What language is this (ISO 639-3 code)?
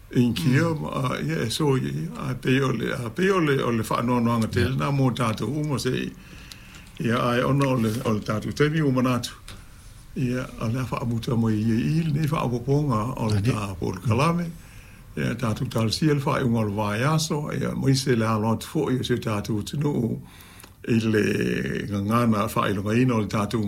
smo